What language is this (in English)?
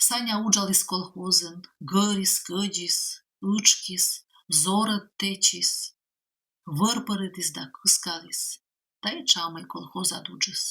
Komi